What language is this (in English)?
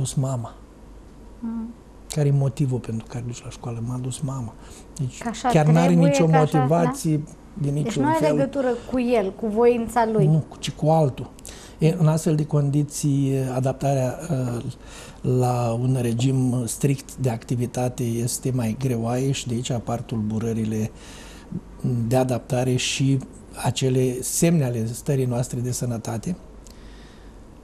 Romanian